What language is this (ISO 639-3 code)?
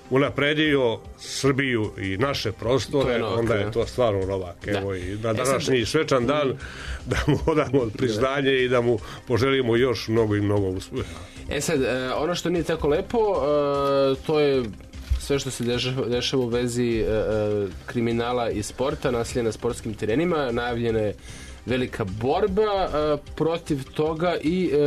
srp